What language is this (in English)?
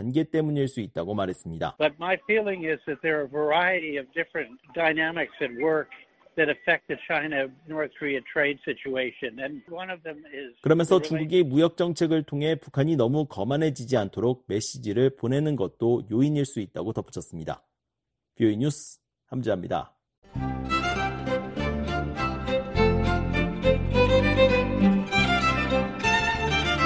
Korean